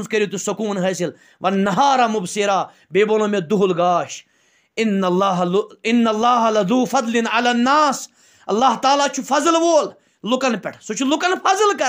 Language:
Kashmiri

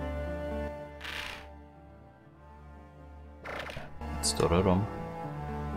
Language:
Swedish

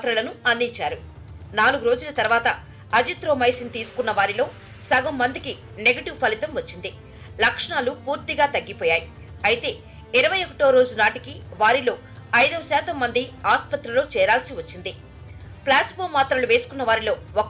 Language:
Telugu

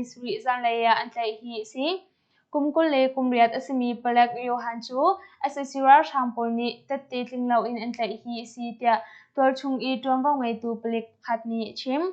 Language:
Hakha Chin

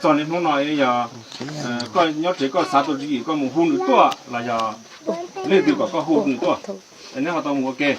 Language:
Hmong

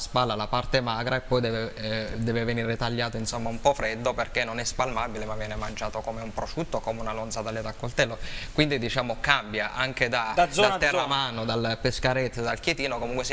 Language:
Italian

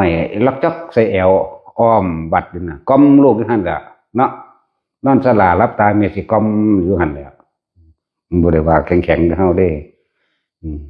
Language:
Northeastern Thai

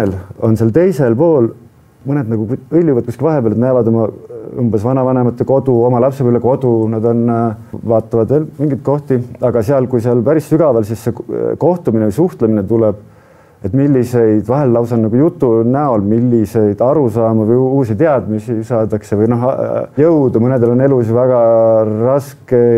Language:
Estonian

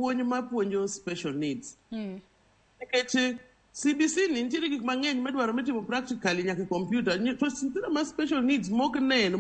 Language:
Luo (Kenya and Tanzania)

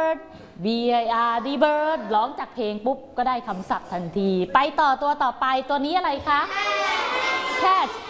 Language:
Thai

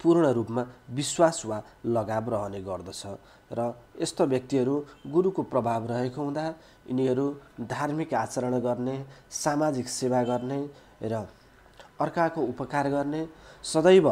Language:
Nepali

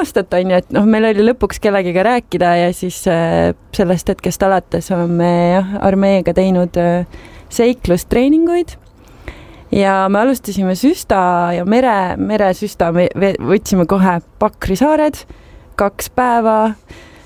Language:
Estonian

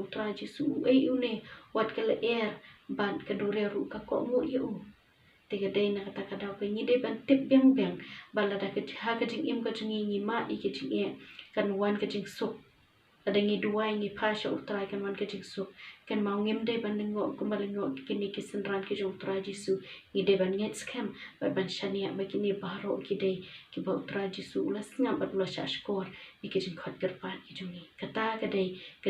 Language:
Khasi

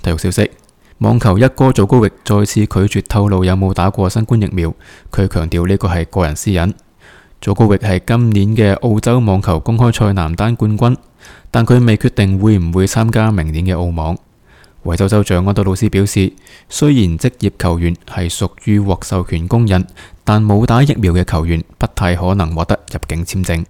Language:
Cantonese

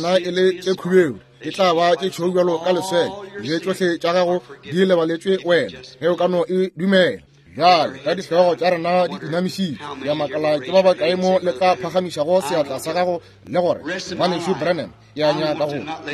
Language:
Northern Sotho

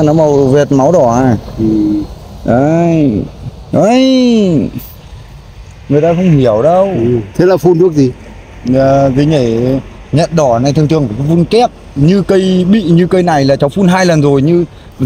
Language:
Vietnamese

